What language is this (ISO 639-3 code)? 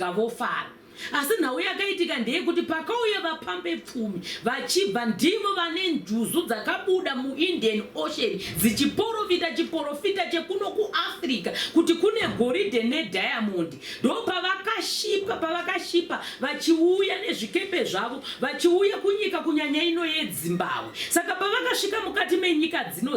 sna